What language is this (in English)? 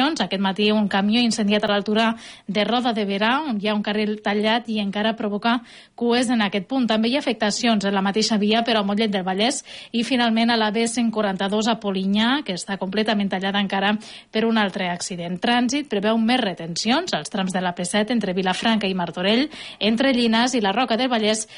Catalan